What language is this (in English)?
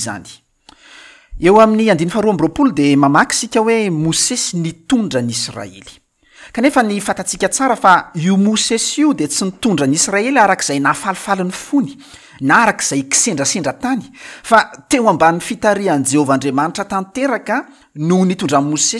Malagasy